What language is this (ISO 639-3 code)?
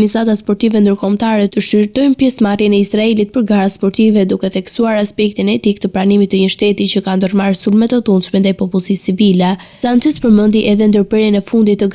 sqi